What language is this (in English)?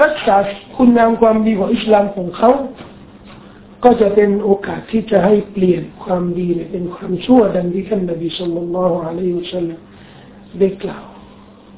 Thai